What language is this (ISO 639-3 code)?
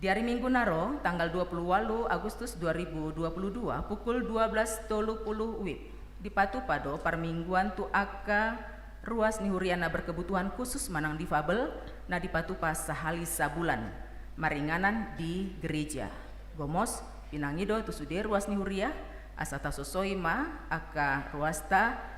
bbc